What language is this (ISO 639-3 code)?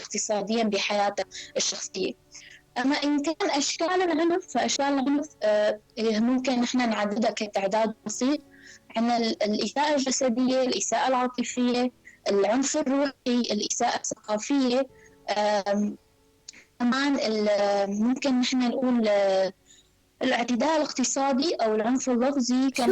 apc